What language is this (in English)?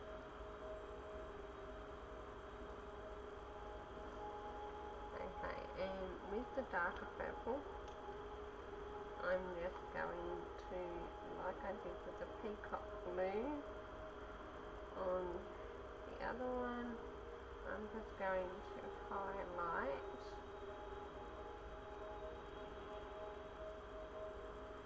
English